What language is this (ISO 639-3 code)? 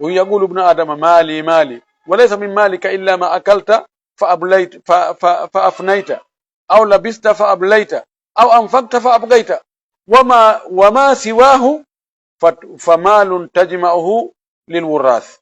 ful